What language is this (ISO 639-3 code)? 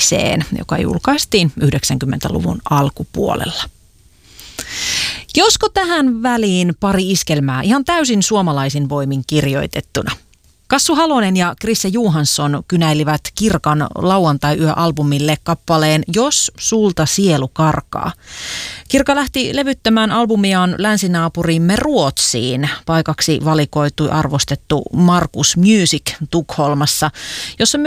fin